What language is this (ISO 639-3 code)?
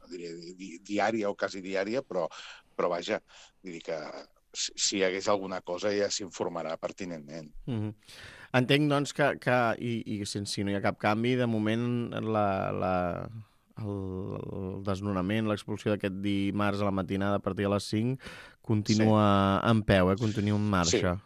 cat